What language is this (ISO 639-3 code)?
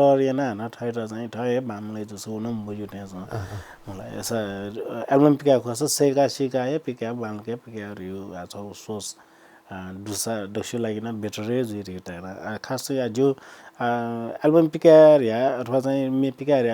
new